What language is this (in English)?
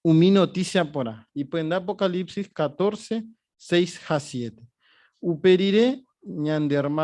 Guarani